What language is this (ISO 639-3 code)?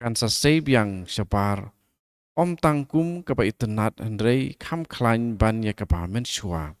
kha